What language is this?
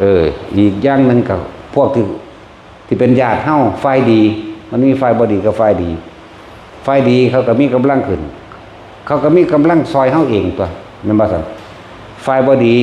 Northeastern Thai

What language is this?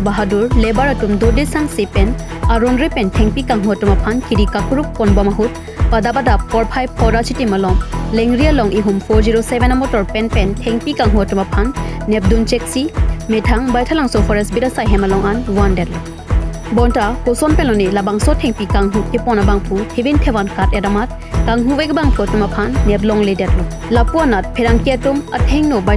Karbi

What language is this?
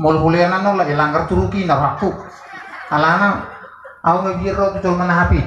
Batak Toba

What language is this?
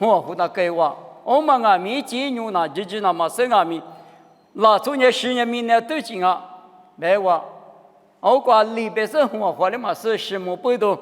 Lisu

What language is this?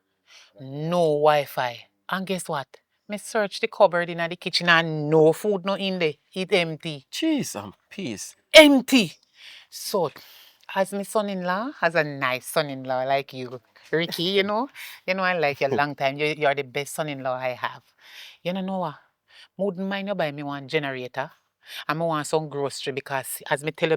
Jamaican Creole English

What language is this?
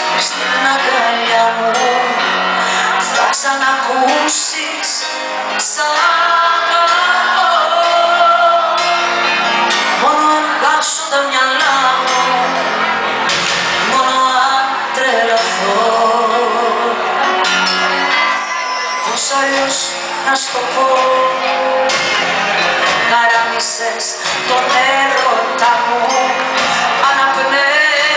Greek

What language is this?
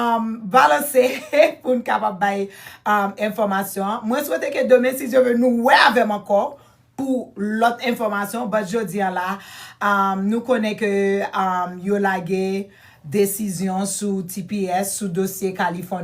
Haitian Creole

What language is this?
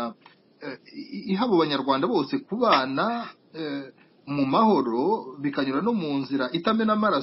Kinyarwanda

